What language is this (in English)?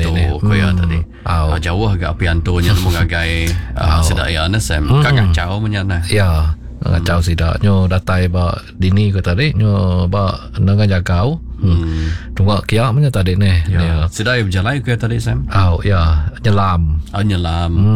Iban